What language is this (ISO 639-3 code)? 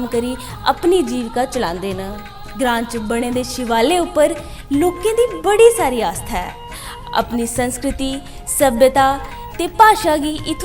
doi